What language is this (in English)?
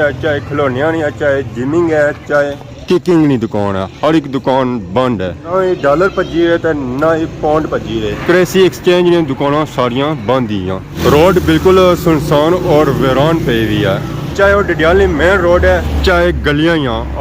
Pahari-Potwari